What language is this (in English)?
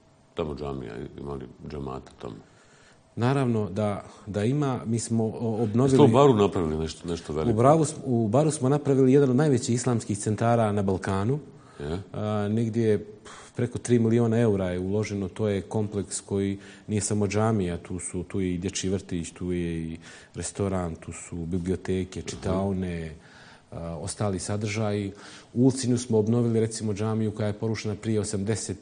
Bosnian